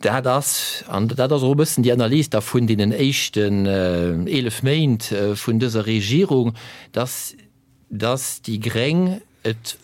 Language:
Luxembourgish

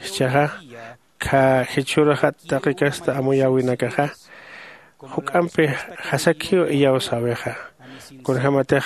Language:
Aymara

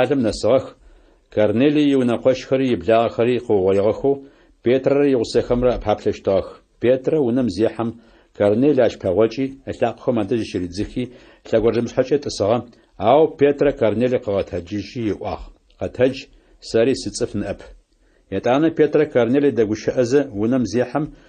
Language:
Adyghe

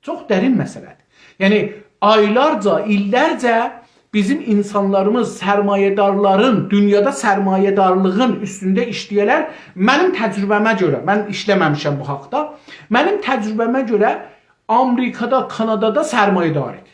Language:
South Azerbaijani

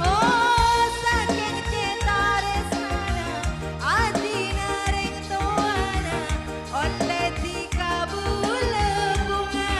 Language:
Madurese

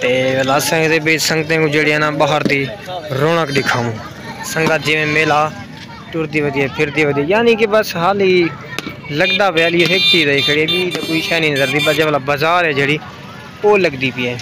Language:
Saraiki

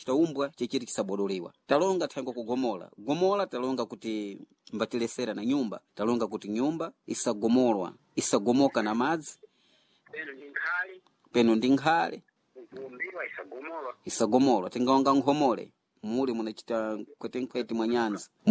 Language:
Sena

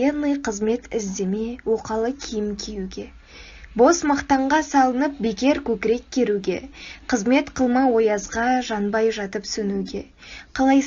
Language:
Kazakh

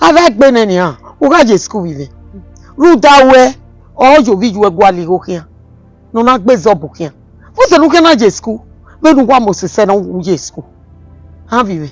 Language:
Bini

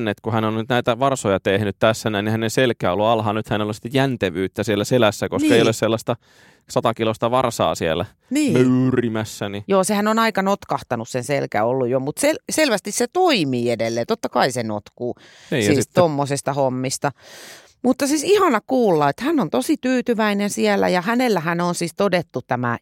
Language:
Finnish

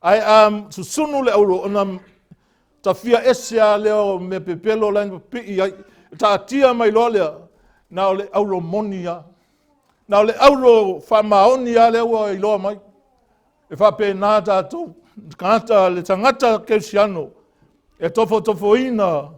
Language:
Samoan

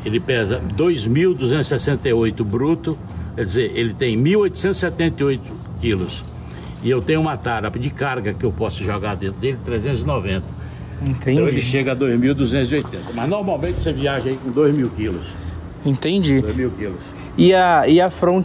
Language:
Portuguese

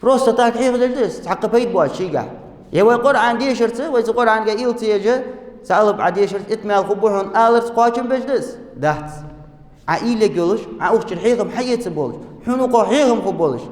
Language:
Ingush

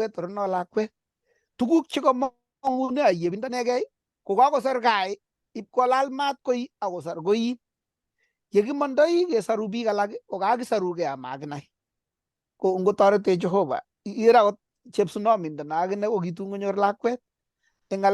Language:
Kalenjin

